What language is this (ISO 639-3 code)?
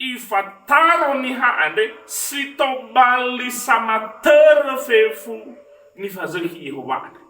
nia